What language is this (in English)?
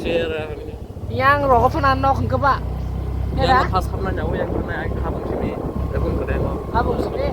Kok Borok